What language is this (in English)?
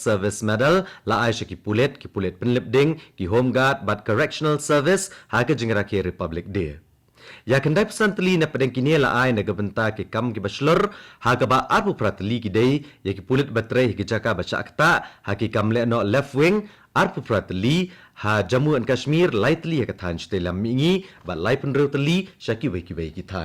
Khasi